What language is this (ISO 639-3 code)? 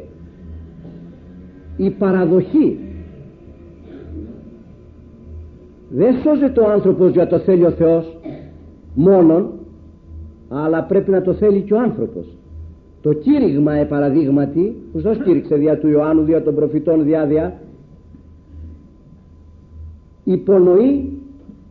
ell